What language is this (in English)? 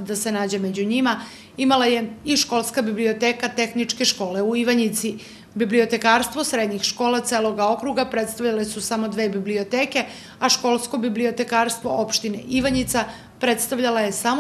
Serbian